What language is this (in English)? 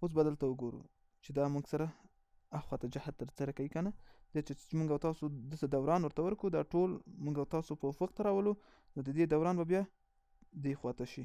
Pashto